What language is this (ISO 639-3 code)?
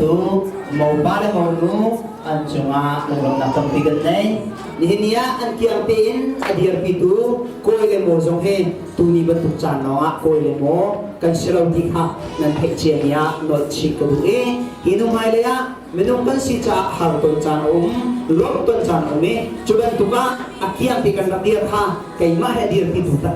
cnh